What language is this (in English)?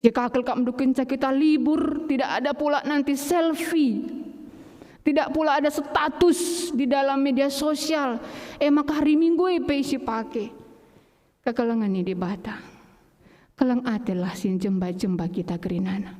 Batak Karo